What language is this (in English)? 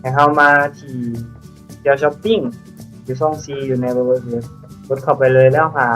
Lao